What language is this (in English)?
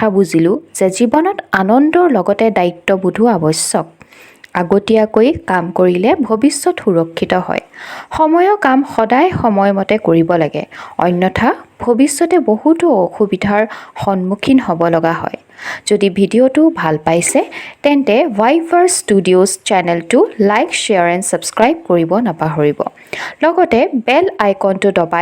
Assamese